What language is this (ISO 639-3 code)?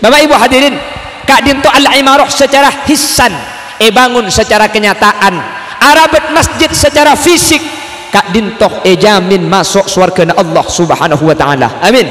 mad